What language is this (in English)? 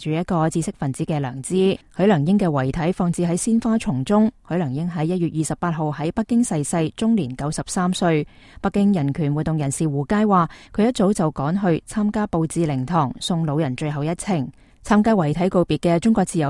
Cantonese